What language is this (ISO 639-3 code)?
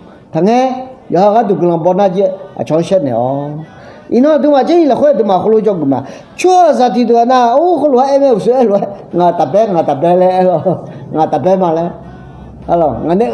ahk